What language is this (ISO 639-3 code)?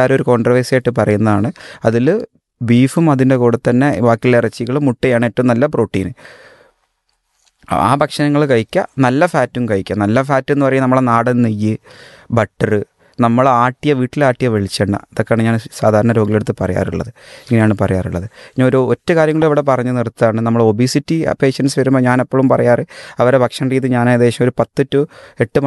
mal